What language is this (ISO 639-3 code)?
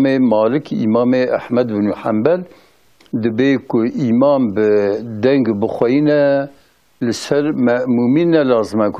kur